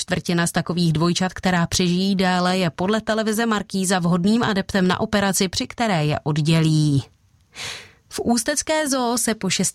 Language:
Czech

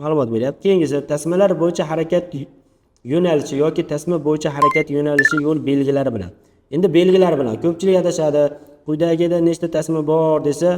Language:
Uzbek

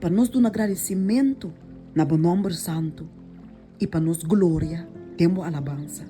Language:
Papiamento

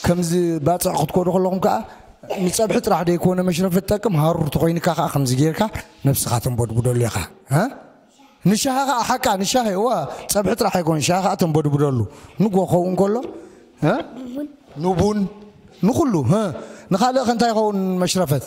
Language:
Tigrinya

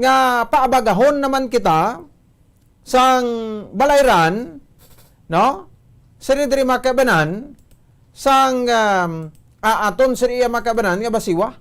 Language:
Hiligaynon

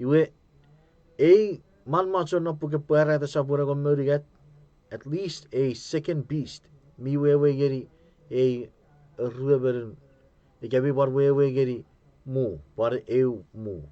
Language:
Chuukese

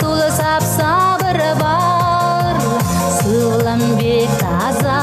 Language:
Chuvash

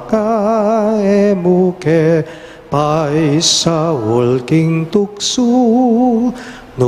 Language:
Pampanga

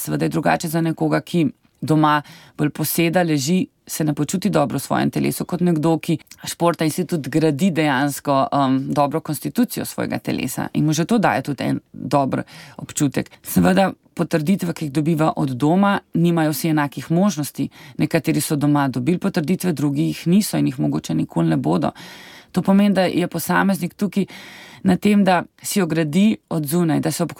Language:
Slovenian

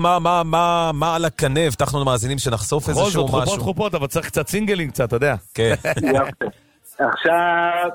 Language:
Hebrew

